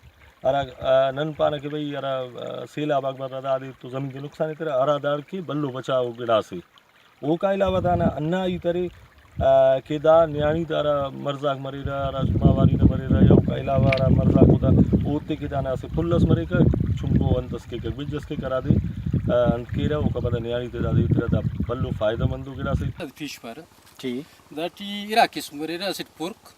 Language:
Brahui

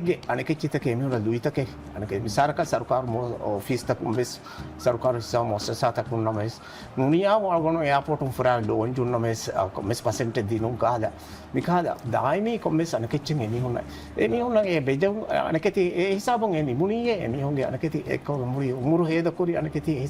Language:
Divehi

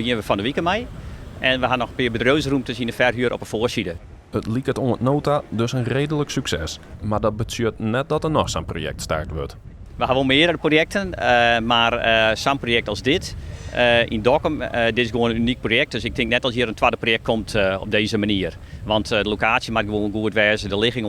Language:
Western Frisian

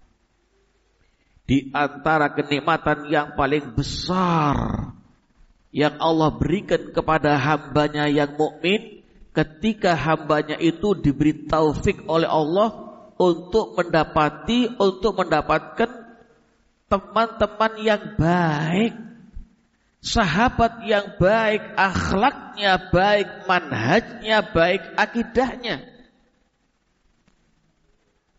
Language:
Indonesian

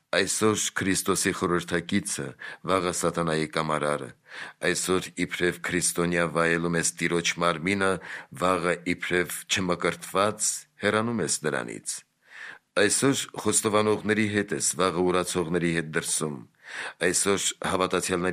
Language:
Armenian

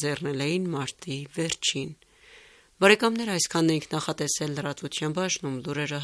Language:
Armenian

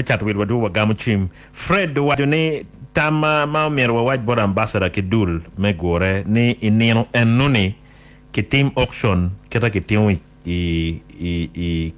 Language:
Acoli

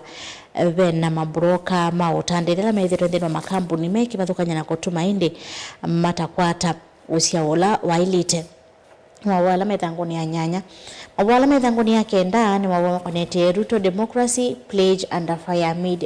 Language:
Kamba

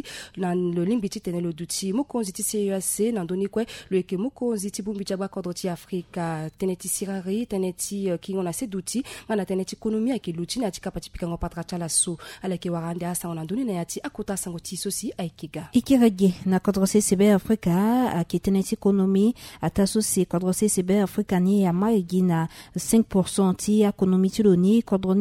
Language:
Sango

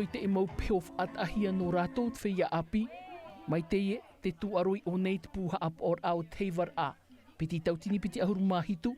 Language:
Tahitian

